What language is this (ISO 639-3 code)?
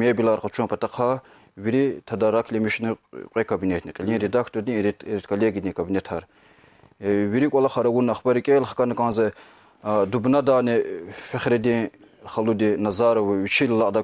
lez